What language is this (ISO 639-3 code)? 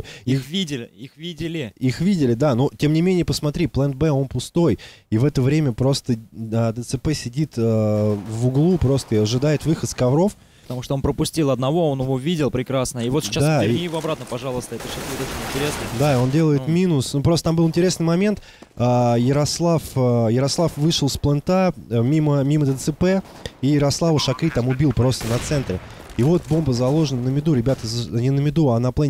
rus